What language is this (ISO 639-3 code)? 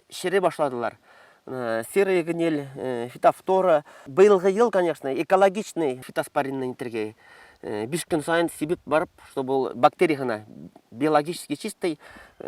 bak